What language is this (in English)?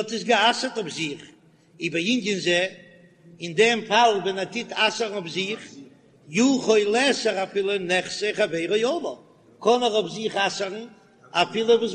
Yiddish